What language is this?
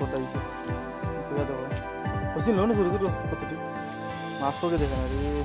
Sylheti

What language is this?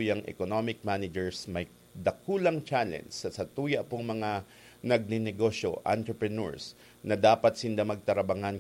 Bikol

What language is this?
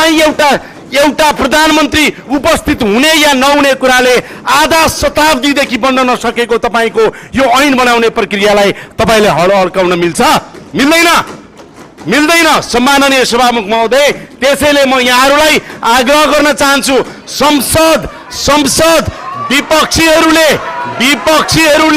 Nepali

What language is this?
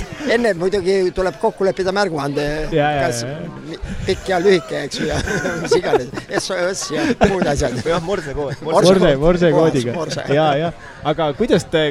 Estonian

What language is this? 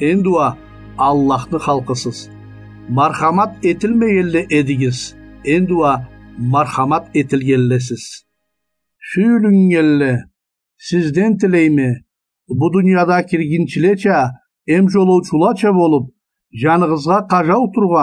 Karachay-Balkar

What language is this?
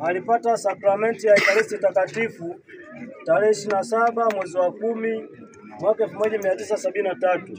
Swahili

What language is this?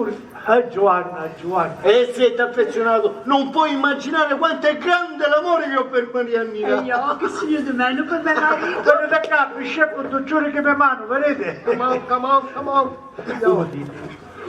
Sicilian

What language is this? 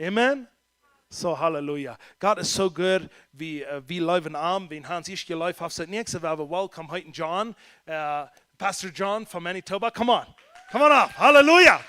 Plautdietsch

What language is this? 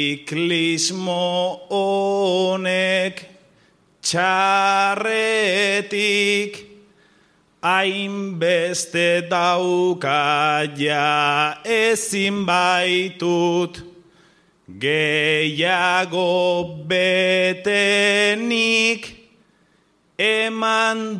Basque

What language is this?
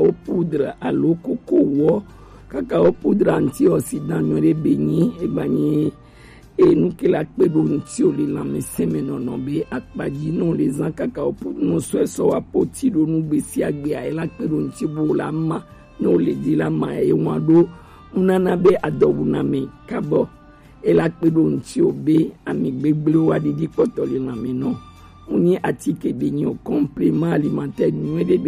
Gen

